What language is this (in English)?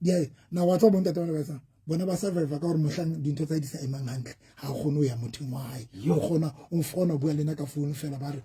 Southern Sotho